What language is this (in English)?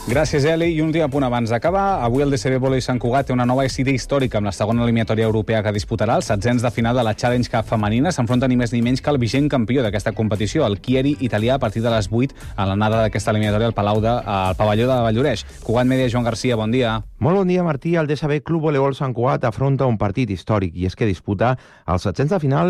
Catalan